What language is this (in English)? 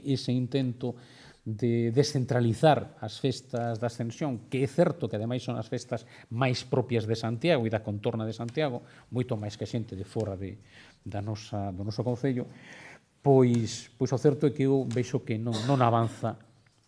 Galician